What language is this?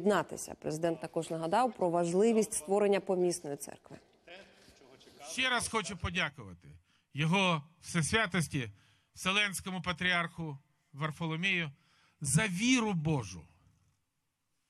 Ukrainian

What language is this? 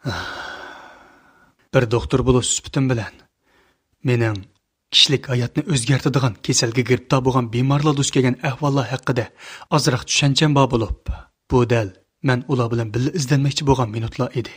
Uyghur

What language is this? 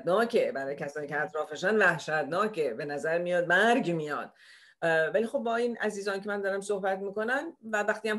Persian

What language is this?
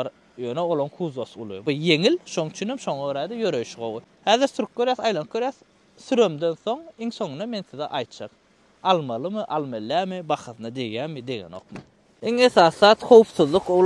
Turkmen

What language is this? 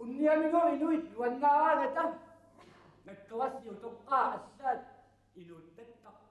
Kalaallisut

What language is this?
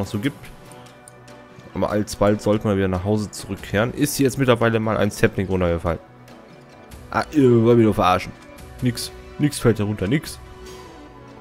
German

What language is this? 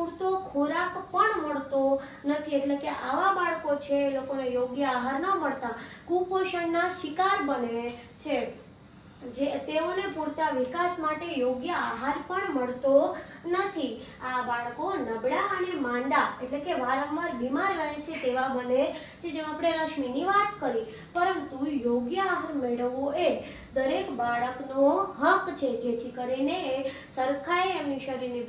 Gujarati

